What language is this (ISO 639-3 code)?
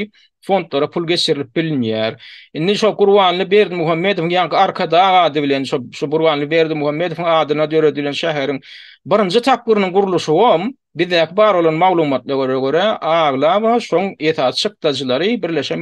tuk